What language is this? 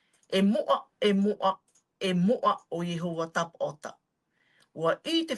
Tahitian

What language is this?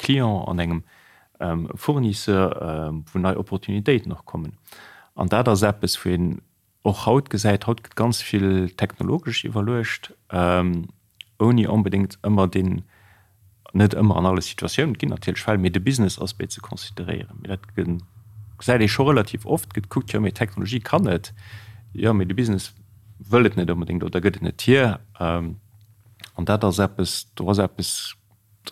Luxembourgish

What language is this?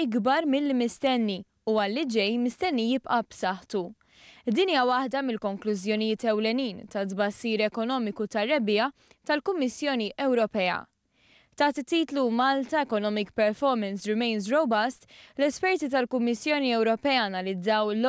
Maltese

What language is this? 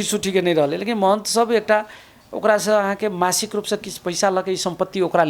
Maithili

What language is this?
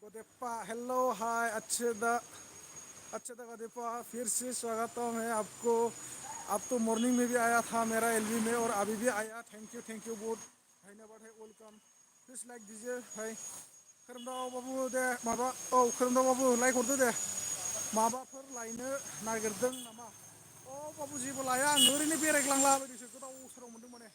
Bodo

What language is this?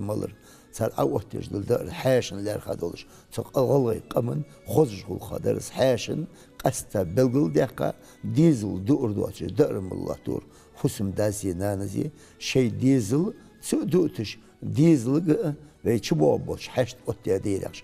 Ingush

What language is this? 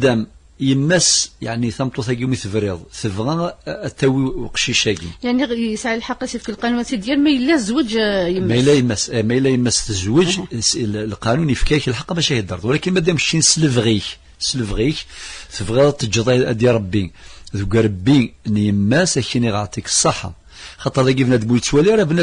Kabyle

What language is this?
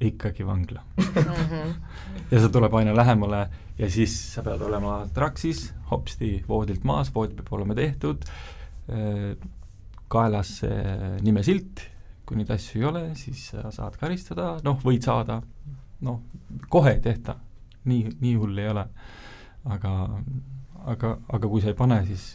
Estonian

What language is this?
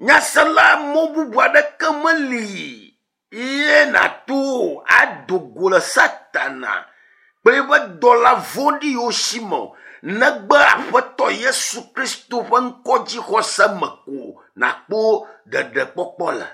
Ewe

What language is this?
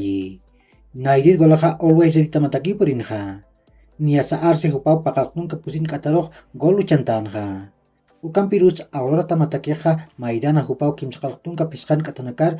Aymara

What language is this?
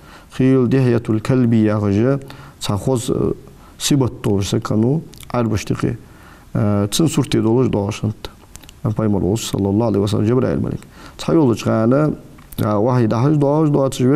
Ingush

